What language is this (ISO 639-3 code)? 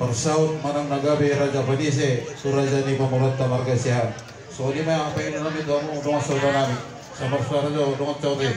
bbc